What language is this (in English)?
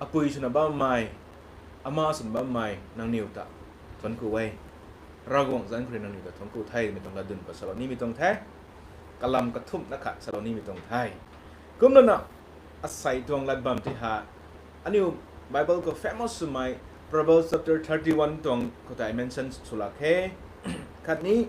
Rongmei Naga